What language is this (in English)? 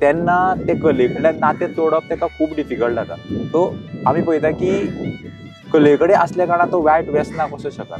Konkani